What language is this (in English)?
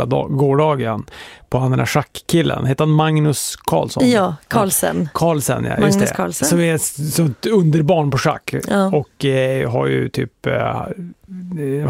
Swedish